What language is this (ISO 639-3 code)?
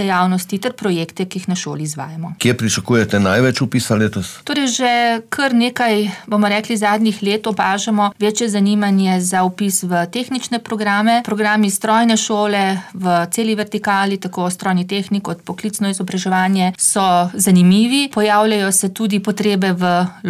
slv